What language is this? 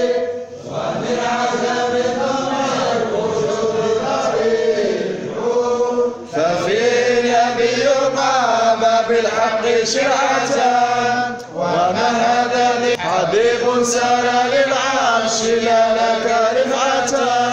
Arabic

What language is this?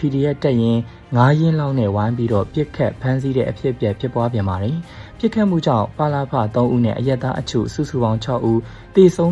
Burmese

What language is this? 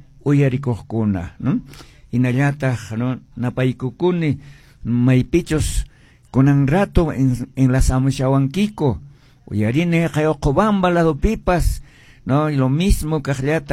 Quechua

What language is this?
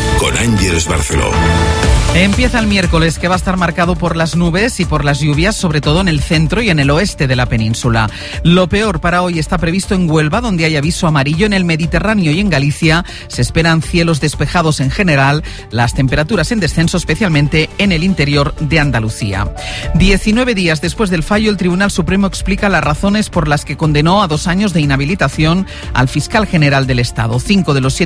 Spanish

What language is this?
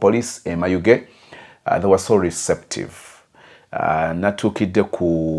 Ganda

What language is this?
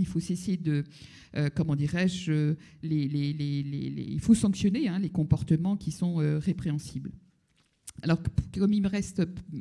French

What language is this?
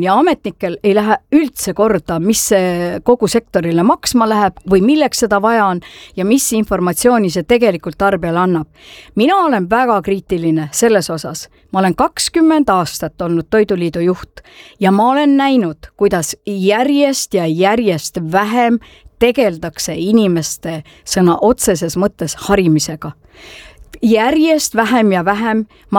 Estonian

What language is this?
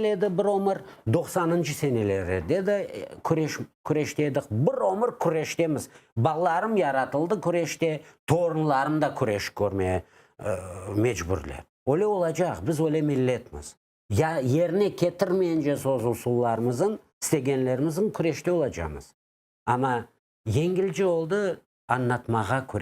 Crimean Tatar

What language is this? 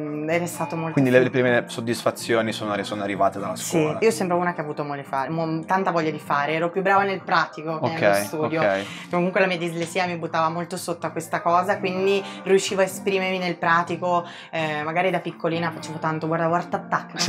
Italian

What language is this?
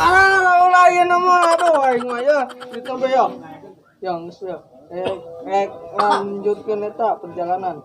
Sundanese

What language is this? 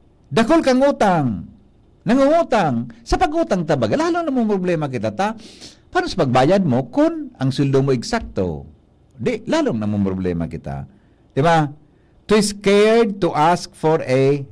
Bikol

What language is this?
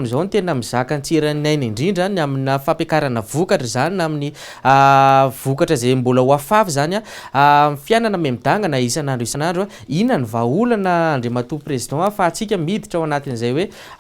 Malagasy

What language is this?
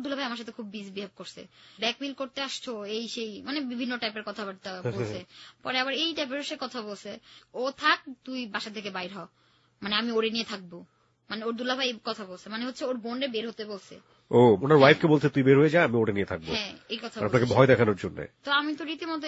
Bangla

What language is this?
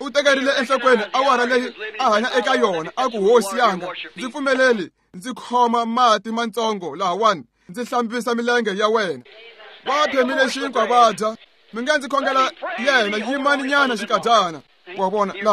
Tsonga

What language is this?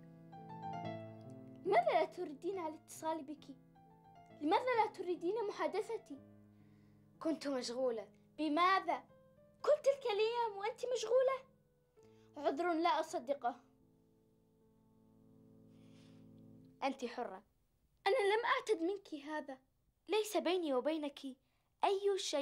Arabic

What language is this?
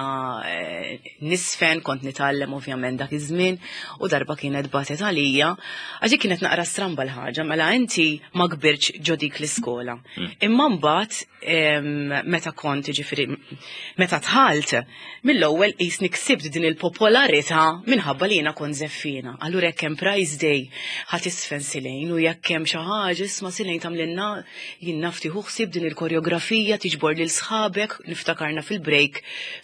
Maltese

